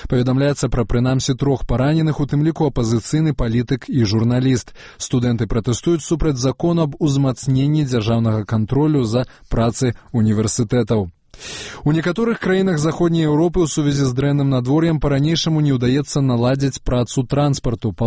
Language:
Belarusian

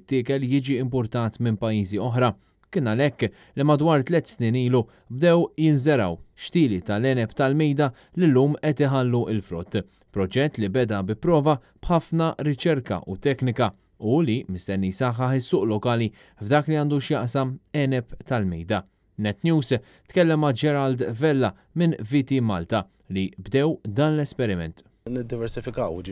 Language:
Maltese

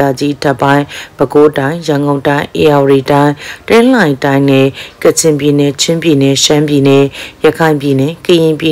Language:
Burmese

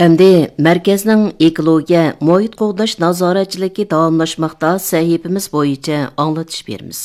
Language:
Uyghur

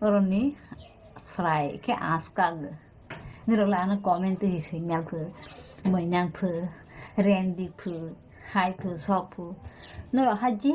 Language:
Kok Borok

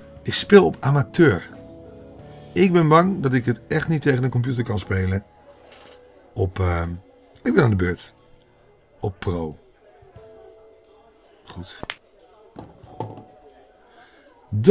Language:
Dutch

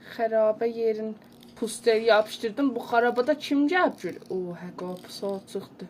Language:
South Azerbaijani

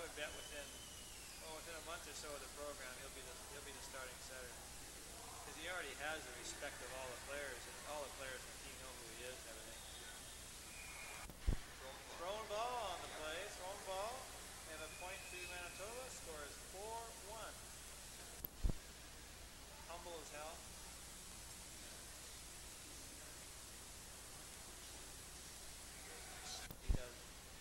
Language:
English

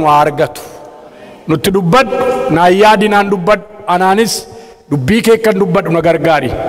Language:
Oromo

